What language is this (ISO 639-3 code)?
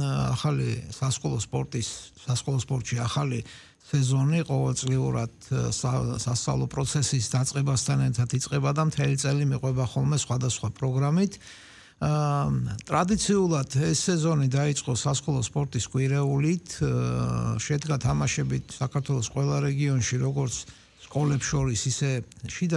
kat